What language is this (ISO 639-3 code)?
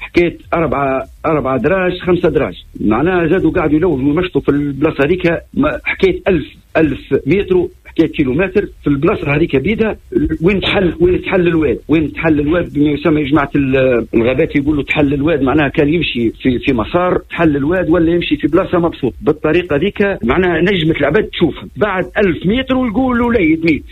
aeb